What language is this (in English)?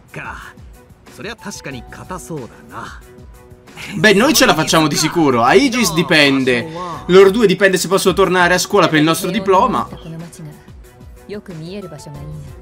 Italian